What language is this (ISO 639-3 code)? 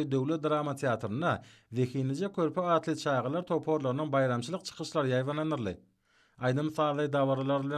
tuk